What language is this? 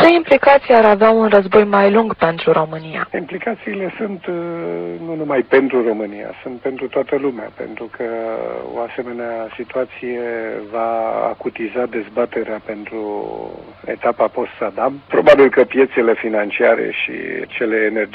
Romanian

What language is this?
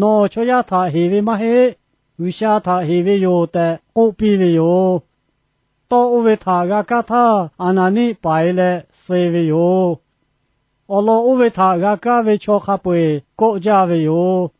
Lahu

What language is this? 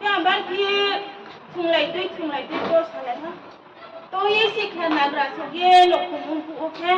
Riang (India)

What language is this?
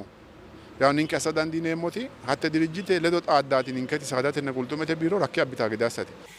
Sidamo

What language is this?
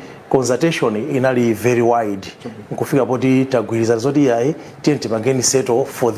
Nyanja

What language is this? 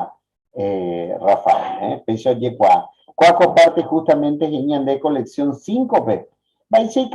Guarani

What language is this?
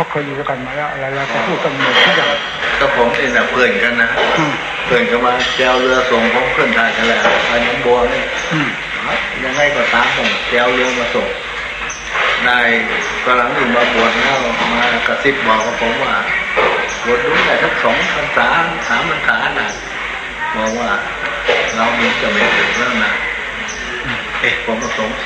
Thai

